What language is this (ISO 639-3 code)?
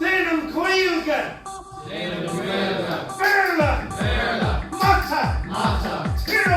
gle